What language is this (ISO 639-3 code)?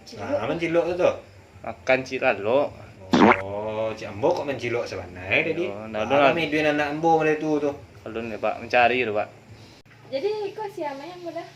min